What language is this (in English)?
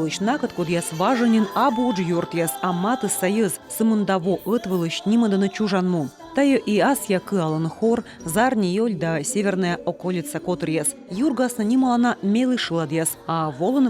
Komi